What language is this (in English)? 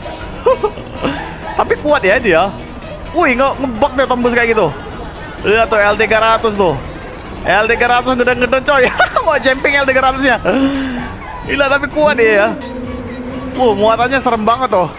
Indonesian